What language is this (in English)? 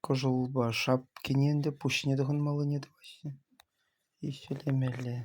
Chuvash